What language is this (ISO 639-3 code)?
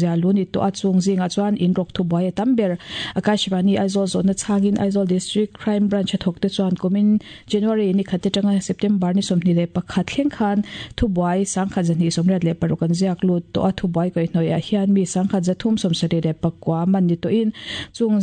lus